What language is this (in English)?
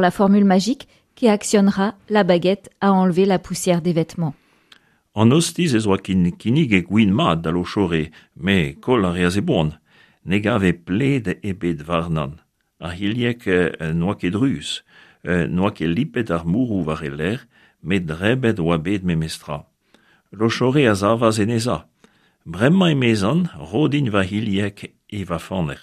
Breton